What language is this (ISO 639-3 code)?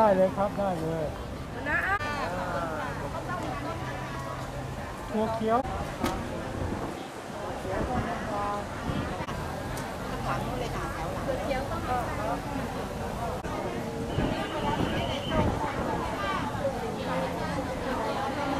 tha